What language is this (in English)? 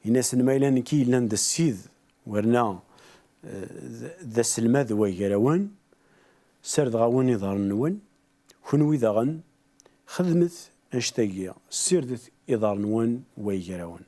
Kabyle